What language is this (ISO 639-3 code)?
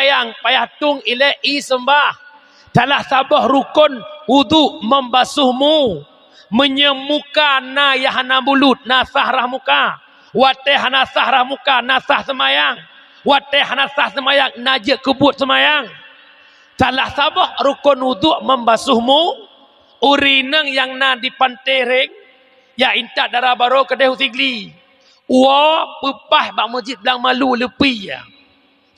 ace